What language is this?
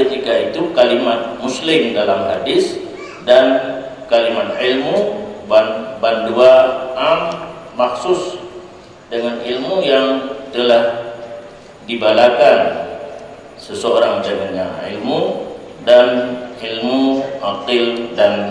Achinese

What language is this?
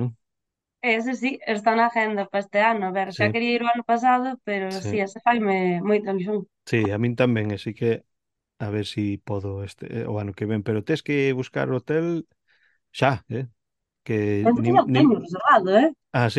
Galician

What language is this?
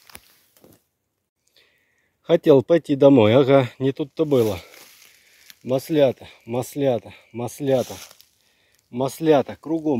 Russian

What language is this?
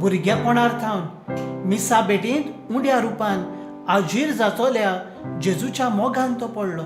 Konkani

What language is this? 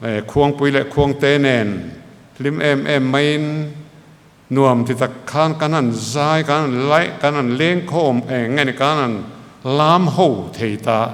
Mizo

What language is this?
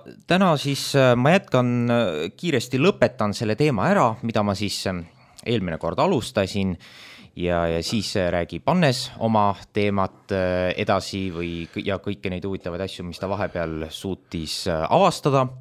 Estonian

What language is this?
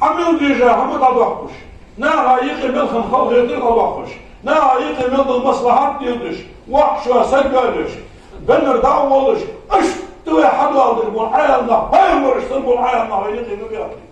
Ingush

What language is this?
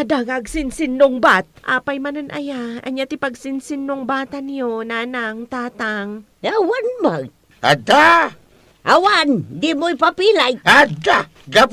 Iloko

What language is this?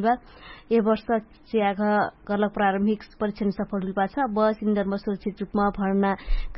Dangaura Tharu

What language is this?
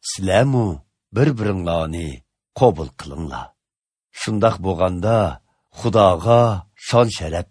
Uyghur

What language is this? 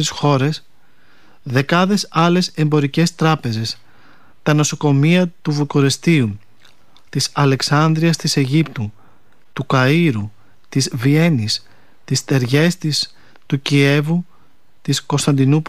Greek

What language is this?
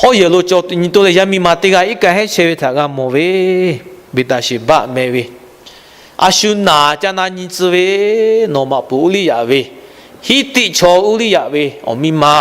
Lahu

